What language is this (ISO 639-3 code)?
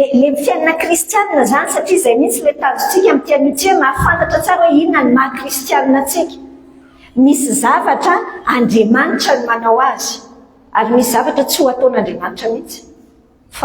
mlg